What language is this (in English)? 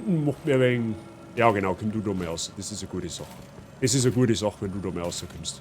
Bavarian